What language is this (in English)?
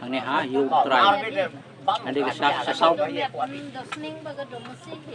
Khasi